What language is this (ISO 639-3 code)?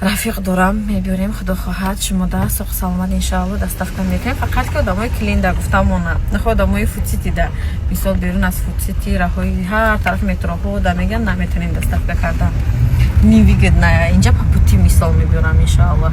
tgk